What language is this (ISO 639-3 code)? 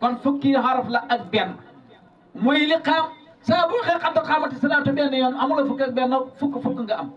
wol